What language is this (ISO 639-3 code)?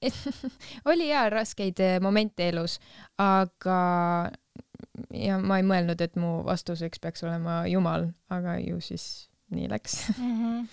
est